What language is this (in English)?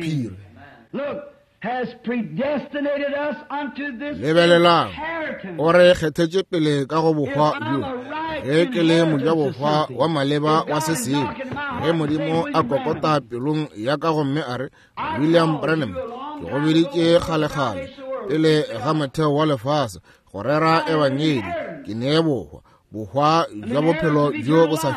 Northern Sotho